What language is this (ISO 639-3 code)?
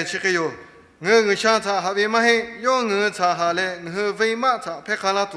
lhu